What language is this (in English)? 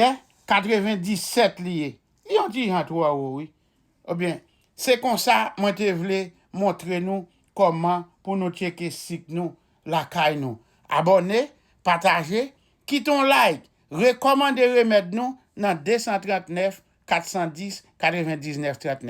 Haitian Creole